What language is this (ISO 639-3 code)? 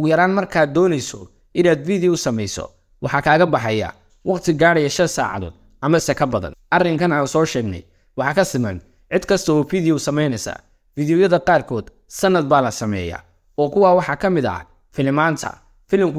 som